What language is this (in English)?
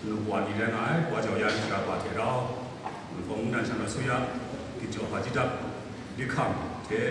Kachin